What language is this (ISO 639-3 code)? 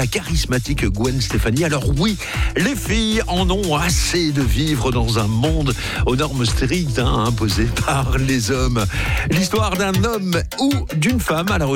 fra